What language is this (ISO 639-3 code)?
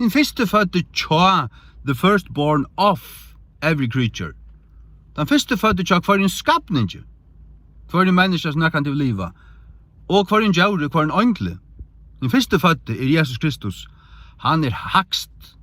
fao